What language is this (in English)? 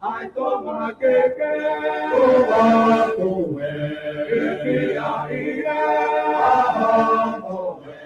Tongan